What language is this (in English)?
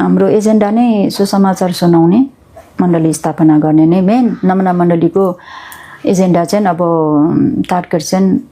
Nepali